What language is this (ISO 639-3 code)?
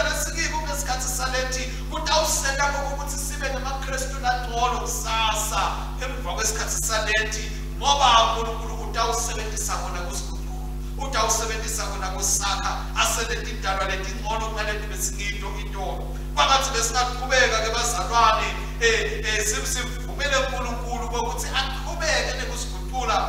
ssw